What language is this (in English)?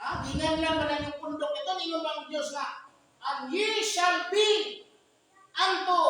Cebuano